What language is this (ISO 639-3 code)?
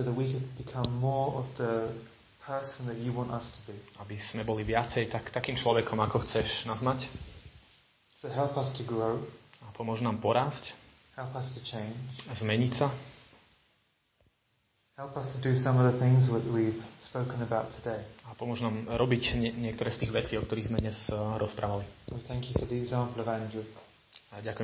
slk